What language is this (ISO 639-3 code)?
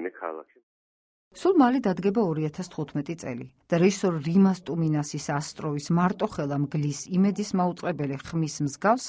kat